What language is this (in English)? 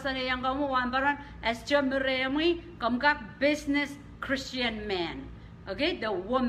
Pohnpeian